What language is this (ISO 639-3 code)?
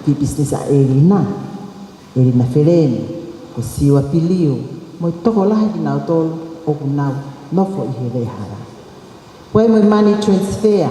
ton